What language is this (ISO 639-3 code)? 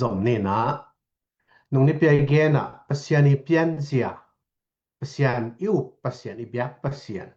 ctd